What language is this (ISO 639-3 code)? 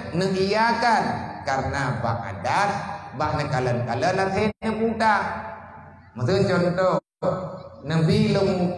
ace